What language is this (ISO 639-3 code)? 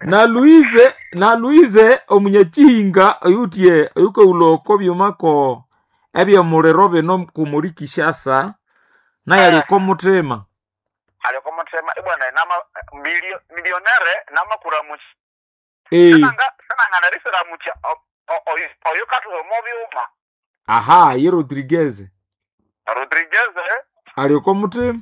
nnb